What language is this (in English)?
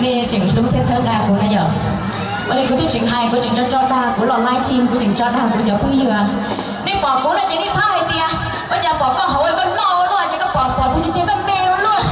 Hmong